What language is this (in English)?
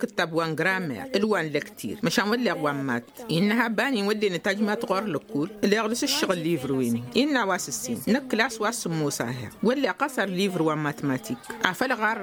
Tamasheq